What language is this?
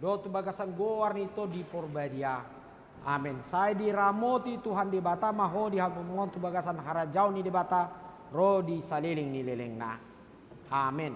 Batak Toba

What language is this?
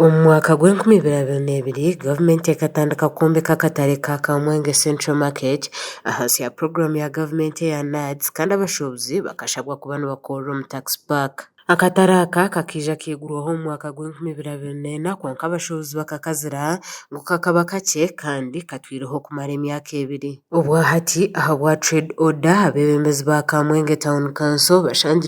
Nyankole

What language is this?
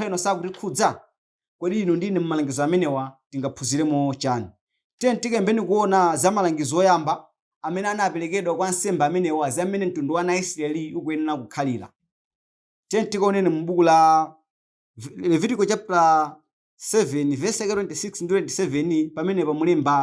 Nyanja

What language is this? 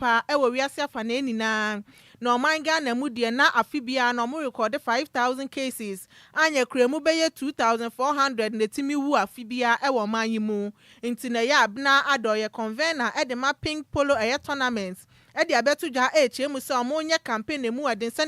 Akan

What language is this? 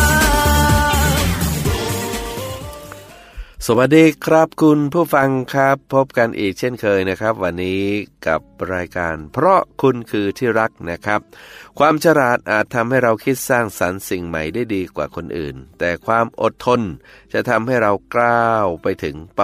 Thai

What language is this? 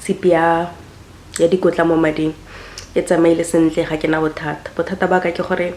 Tswana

